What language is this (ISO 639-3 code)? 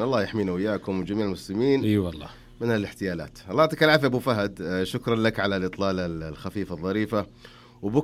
ara